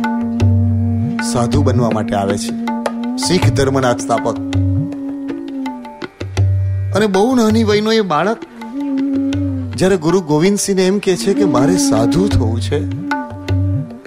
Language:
Gujarati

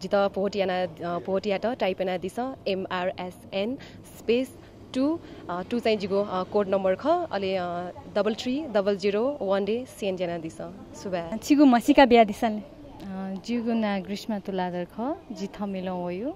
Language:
Newari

